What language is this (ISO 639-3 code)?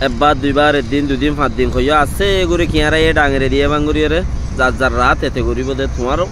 rhg